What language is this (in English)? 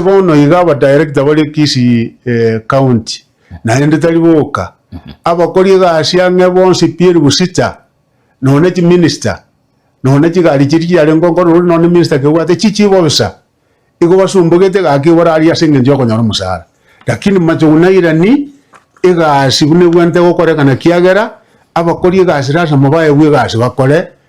Gusii